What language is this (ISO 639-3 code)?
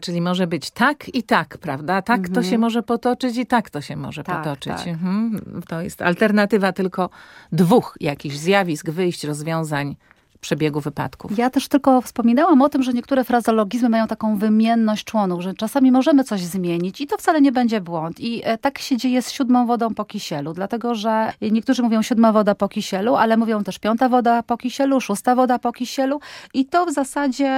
pol